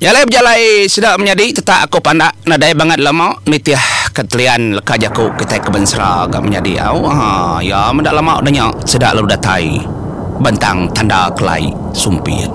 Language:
Iban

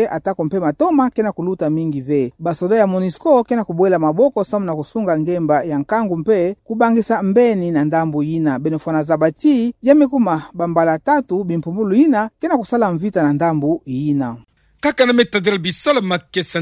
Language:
Kituba (Democratic Republic of Congo)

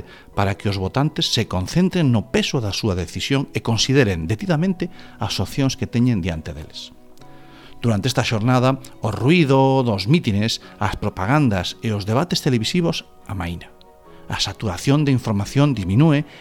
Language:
Galician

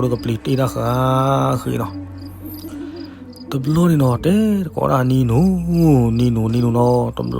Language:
S'gaw Karen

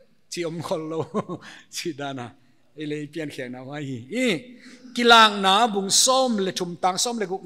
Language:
Paite Chin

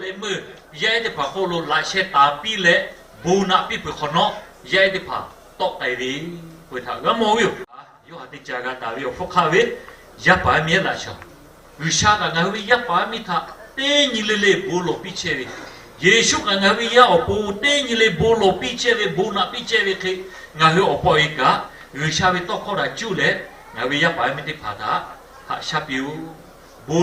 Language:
Lahu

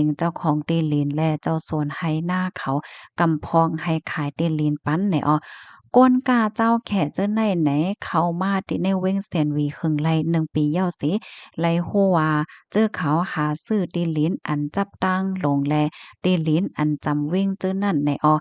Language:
Shan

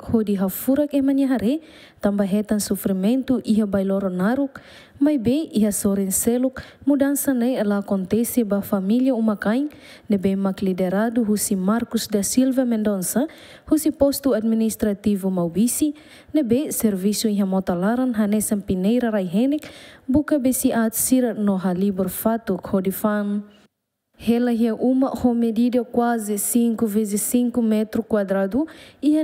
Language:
Tetum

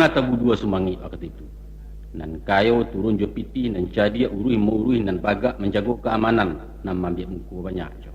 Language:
Minangkabau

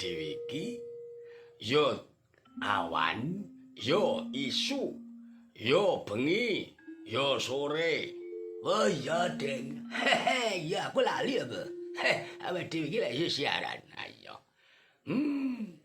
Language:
Javanese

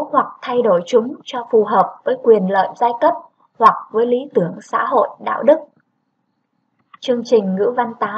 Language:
Vietnamese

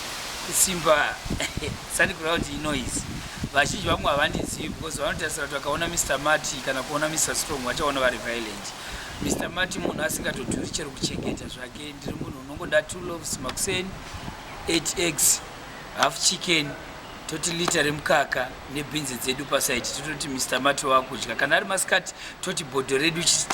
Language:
Shona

